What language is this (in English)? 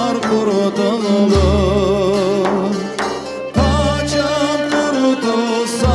Crimean Tatar